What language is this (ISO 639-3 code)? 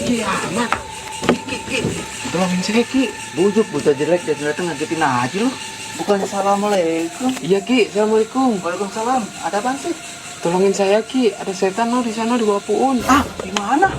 bew